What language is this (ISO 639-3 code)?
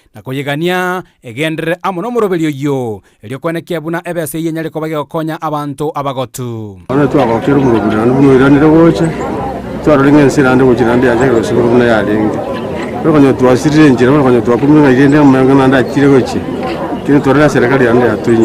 guz